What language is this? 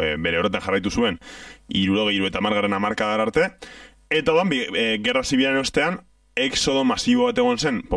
Basque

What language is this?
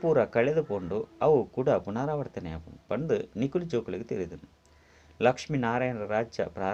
Tulu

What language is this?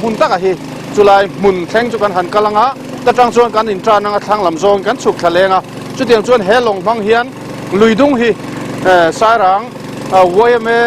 Mizo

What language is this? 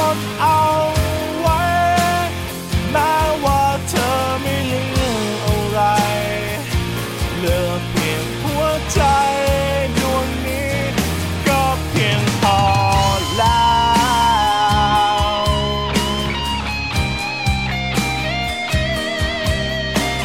Thai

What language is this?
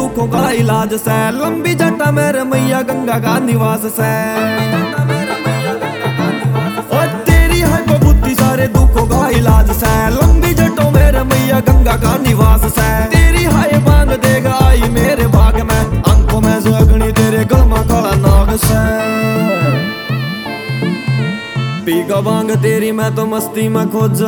Haryanvi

